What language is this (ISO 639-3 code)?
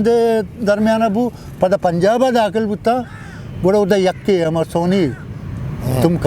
bgp